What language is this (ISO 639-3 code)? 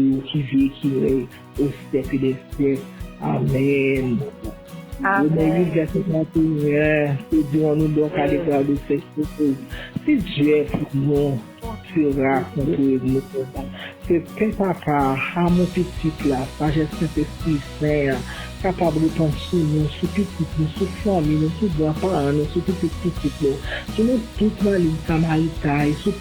hat